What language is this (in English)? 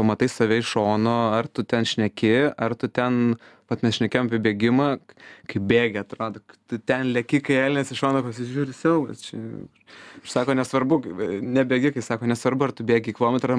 Lithuanian